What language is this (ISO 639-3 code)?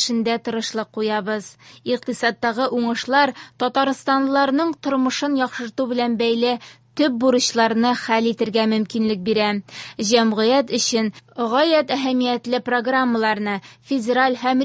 tat